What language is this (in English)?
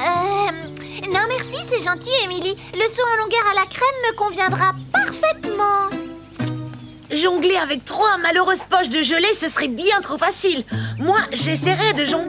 French